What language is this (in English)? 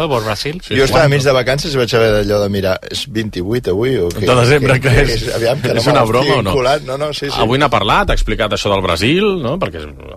Catalan